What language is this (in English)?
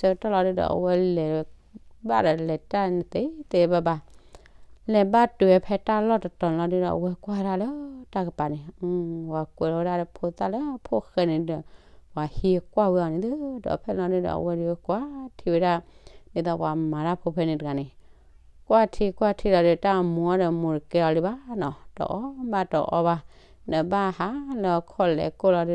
S'gaw Karen